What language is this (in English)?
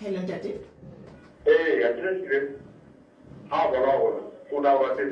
Southern Sotho